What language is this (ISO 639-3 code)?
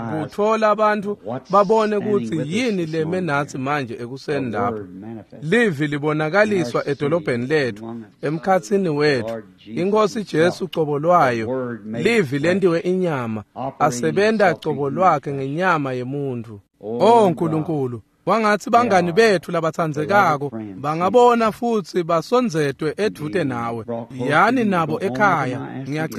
ssw